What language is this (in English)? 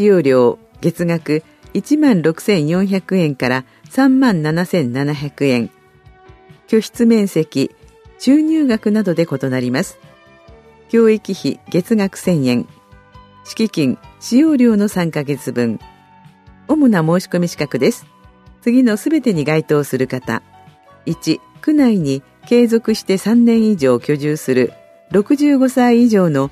Japanese